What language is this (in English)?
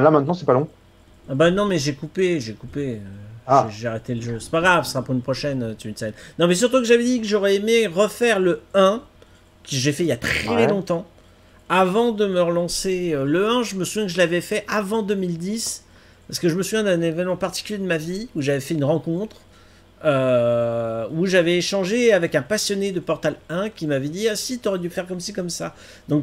French